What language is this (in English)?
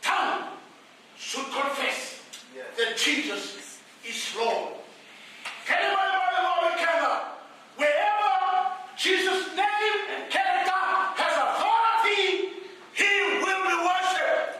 Fijian